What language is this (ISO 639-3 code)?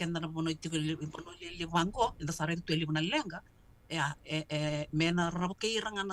fij